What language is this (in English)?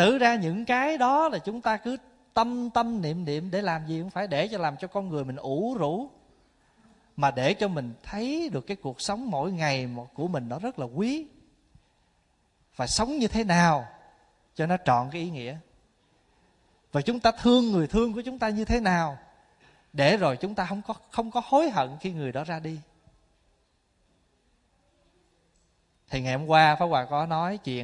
Vietnamese